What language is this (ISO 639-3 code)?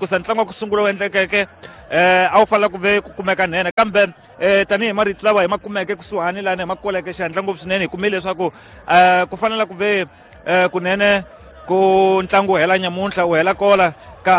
tso